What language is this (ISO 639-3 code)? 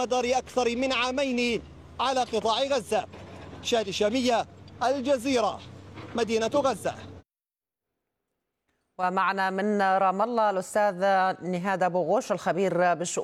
ara